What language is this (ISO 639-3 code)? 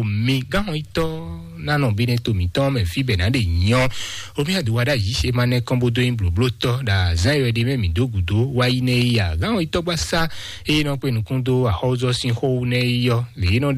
fon